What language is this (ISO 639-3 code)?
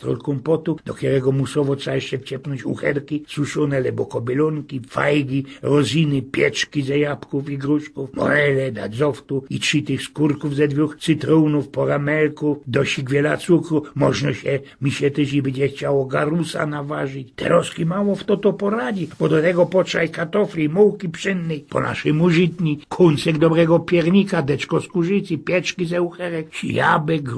szl